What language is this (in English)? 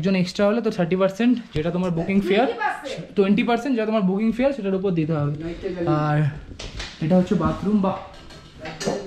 Bangla